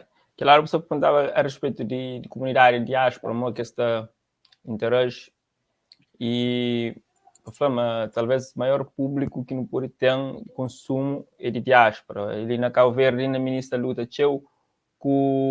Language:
Kabuverdianu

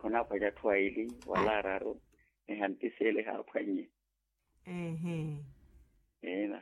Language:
Makhuwa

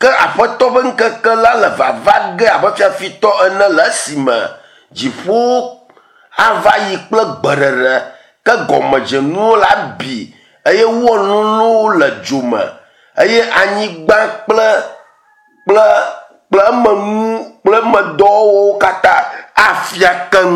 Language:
Ewe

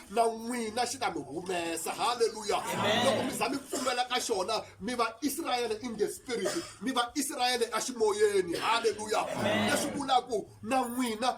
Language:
Tsonga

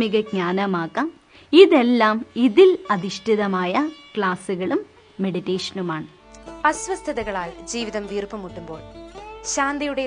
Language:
Malayalam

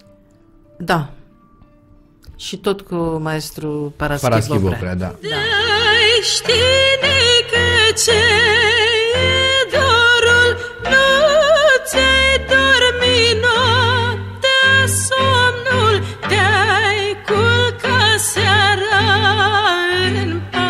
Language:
Romanian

